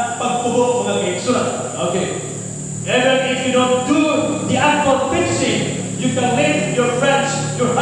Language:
Cebuano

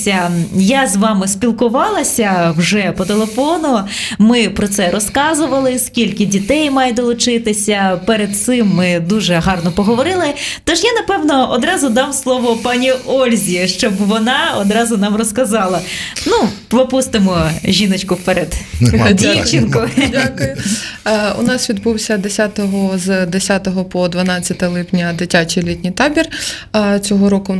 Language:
Ukrainian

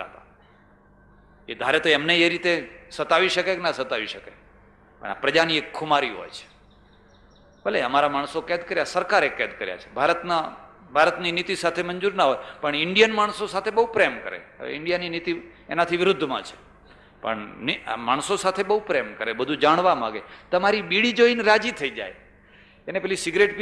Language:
Gujarati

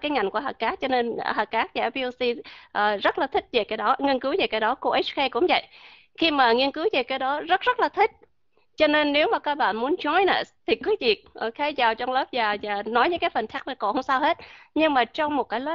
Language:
Vietnamese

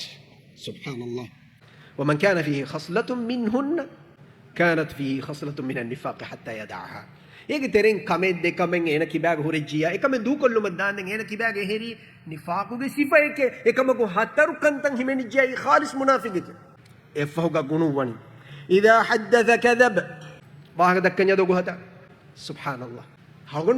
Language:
Divehi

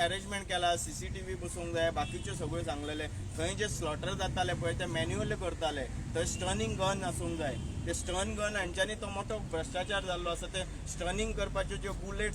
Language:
Konkani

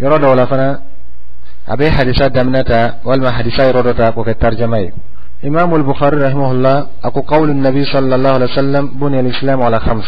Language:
Dyula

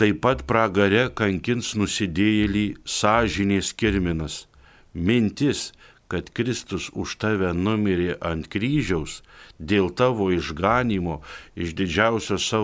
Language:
Lithuanian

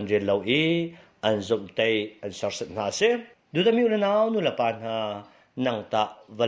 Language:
Hakha Chin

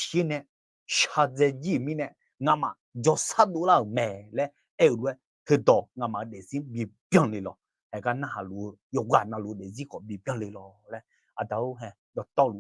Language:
Akha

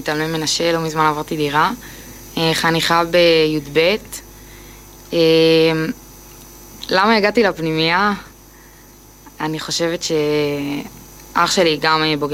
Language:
Hebrew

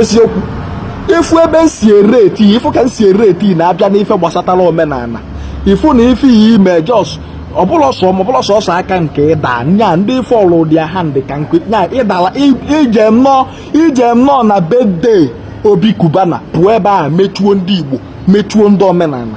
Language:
Igbo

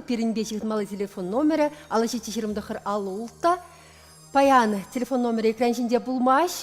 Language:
Chuvash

